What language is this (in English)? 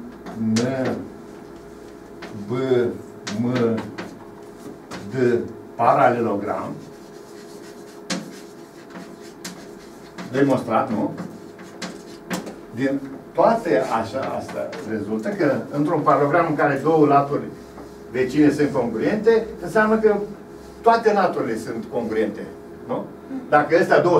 Romanian